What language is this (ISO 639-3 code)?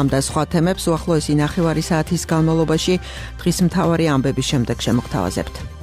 kat